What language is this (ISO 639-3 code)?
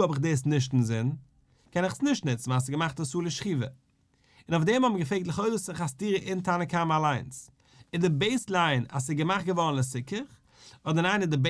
yid